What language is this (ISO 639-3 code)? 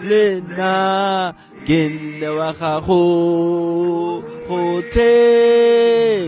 tsn